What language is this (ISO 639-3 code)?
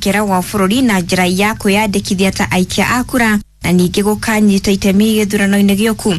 kik